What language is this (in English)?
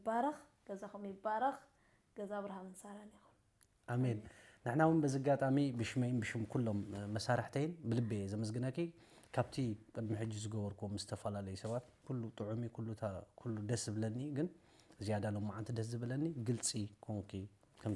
Tigrinya